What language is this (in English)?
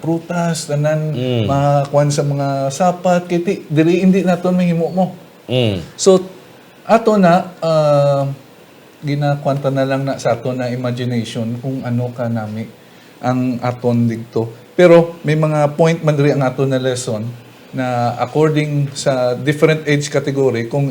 Hiligaynon